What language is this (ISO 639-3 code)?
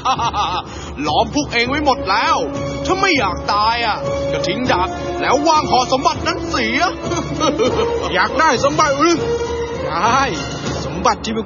tha